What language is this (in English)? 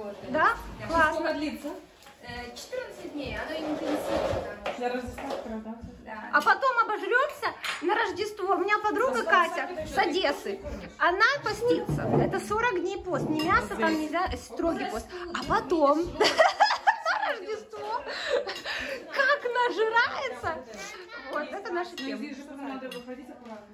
Russian